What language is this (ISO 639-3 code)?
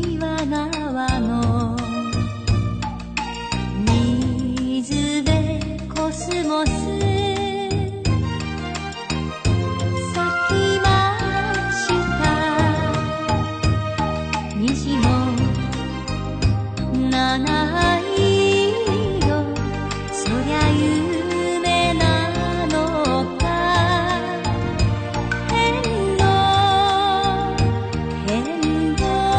jpn